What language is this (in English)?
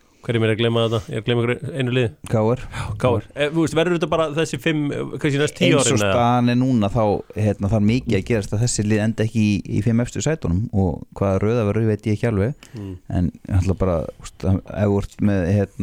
Icelandic